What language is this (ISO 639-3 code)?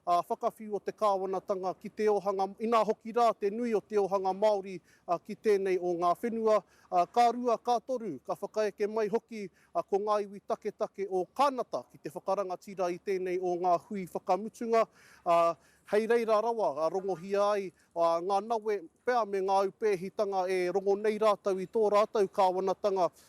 mri